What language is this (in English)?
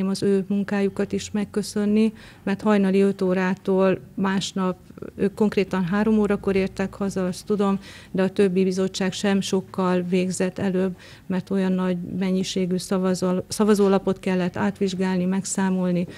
Hungarian